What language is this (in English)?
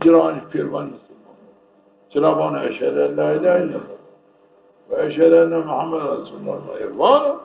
Zaza